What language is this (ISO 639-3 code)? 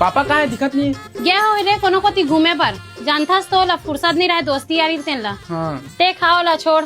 hne